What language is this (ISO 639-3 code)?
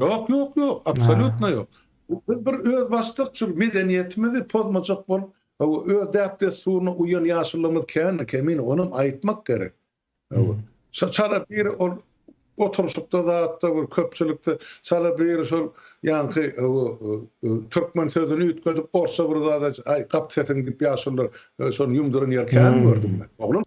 tuk